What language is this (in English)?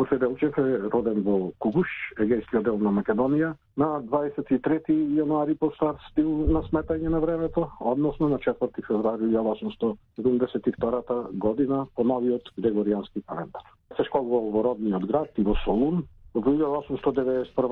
Macedonian